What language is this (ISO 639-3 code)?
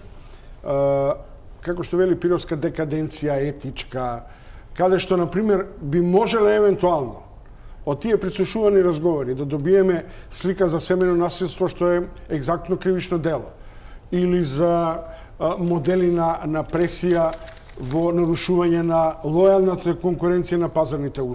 mkd